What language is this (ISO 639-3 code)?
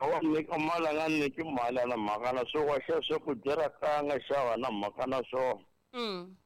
tso